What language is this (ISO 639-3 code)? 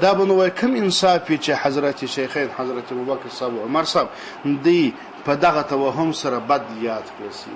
pus